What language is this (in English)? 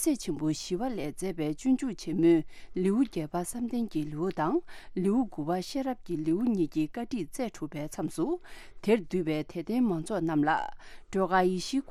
Tibetan